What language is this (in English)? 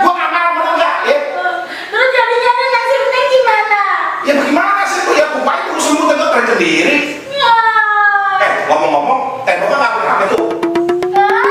Betawi